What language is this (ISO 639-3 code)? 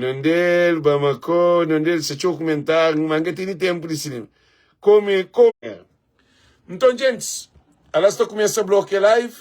kea